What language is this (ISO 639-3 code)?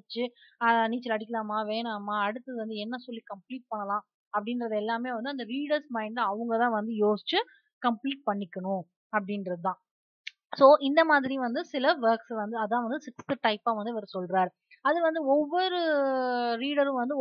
tam